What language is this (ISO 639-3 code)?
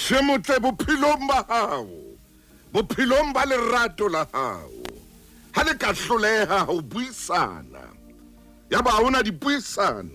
sot